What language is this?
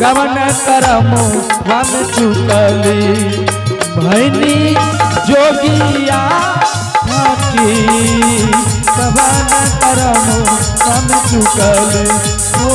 Angika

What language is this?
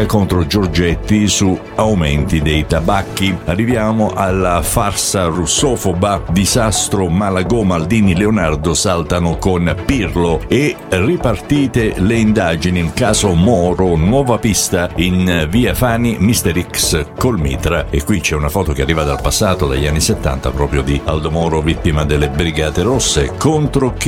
Italian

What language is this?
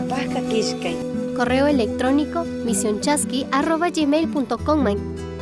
Chimborazo Highland Quichua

